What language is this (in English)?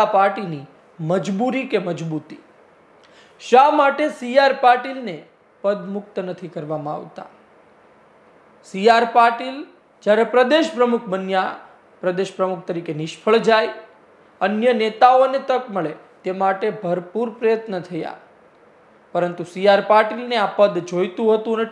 Gujarati